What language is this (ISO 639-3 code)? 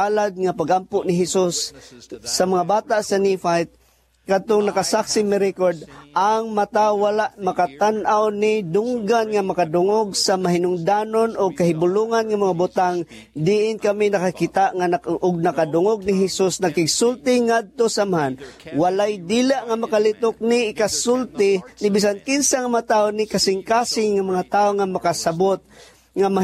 ceb